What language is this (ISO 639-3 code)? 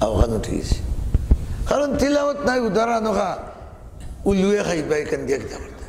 syl